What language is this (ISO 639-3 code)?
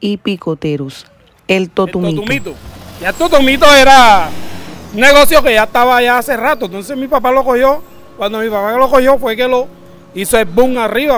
spa